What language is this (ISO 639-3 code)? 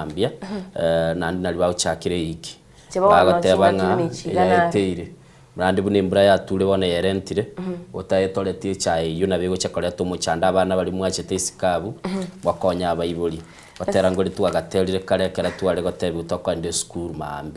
guz